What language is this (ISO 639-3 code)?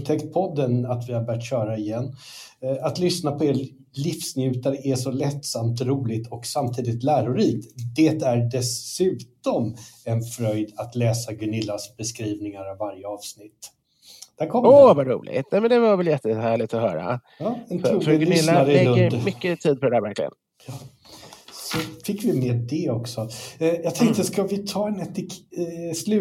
swe